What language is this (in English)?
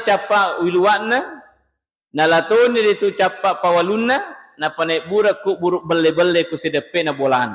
Buginese